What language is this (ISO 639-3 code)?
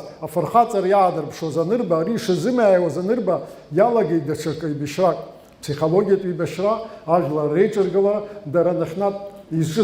abk